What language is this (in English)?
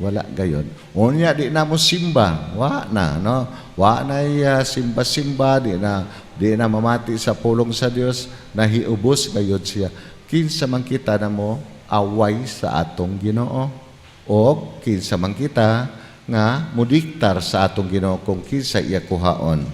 Cebuano